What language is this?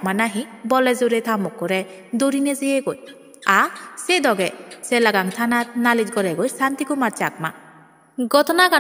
Chakma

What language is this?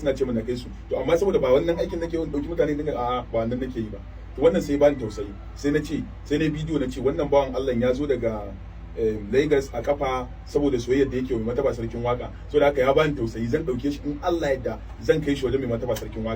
Hausa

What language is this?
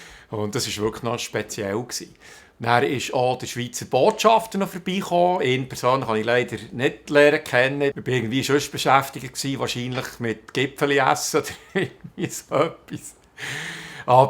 Swiss German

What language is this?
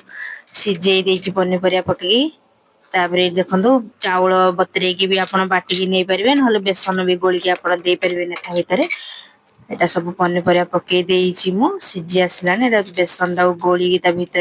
Odia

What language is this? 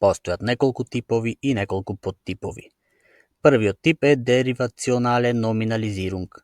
Macedonian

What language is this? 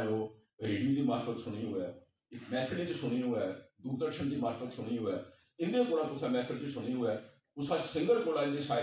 Dogri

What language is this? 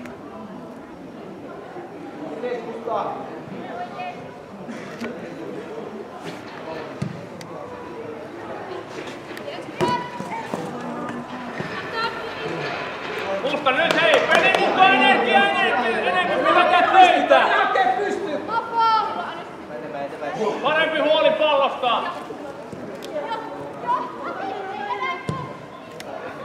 Finnish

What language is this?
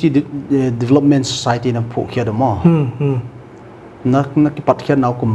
Paite Chin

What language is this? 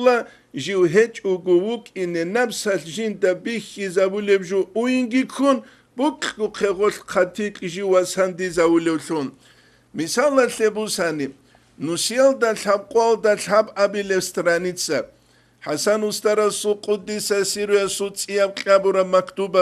Avaric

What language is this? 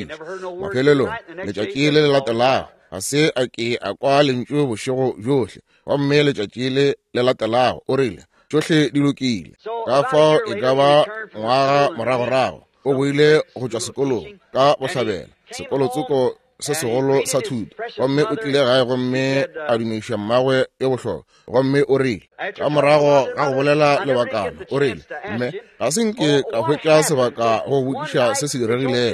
Northern Sotho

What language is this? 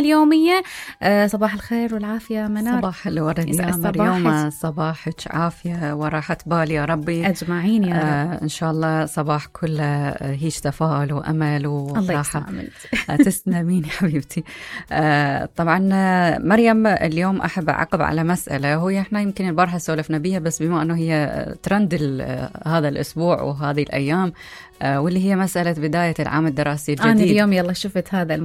Mesopotamian Arabic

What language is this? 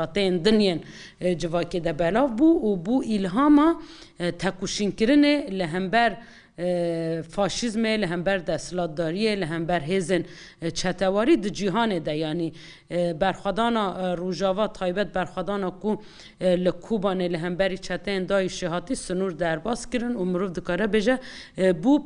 Kurdish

